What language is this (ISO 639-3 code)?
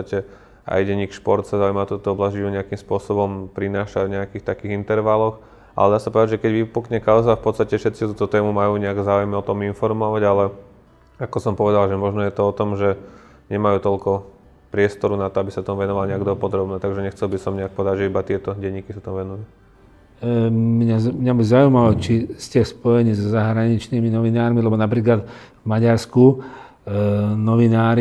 slk